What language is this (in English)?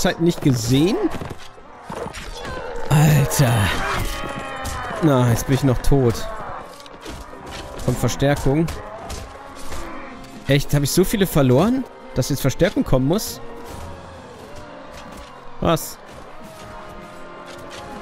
German